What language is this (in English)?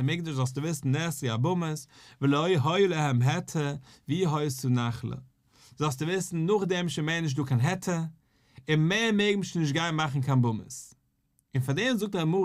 Yiddish